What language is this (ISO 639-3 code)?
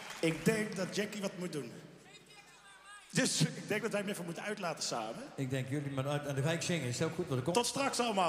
nld